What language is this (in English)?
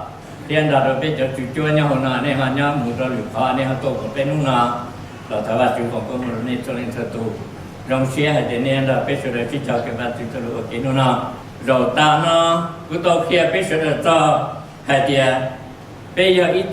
Hmong